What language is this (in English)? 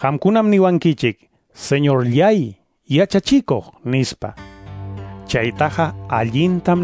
Quechua